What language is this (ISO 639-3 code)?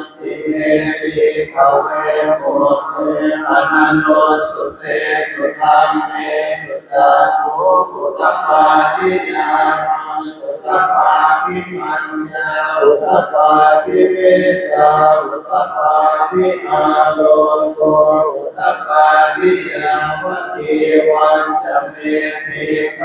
pli